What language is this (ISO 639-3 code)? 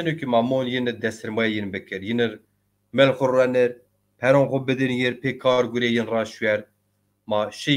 zza